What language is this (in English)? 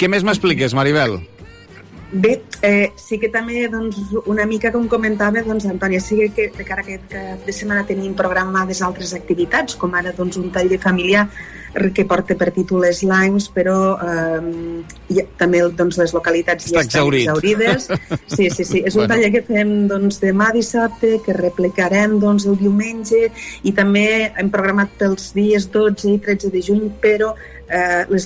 Catalan